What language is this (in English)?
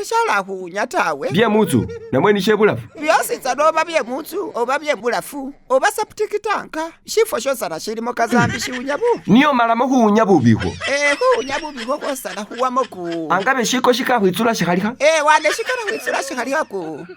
Masaaba